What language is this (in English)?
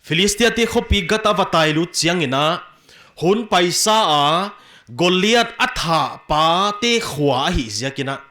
Paite Chin